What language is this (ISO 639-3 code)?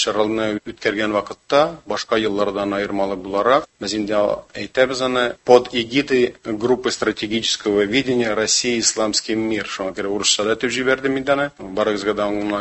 tat